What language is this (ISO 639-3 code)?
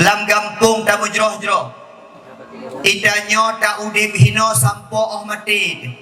ace